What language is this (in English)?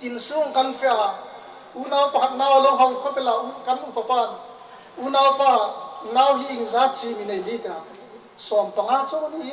Hmar